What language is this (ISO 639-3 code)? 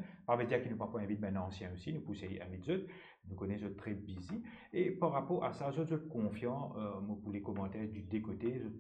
mfe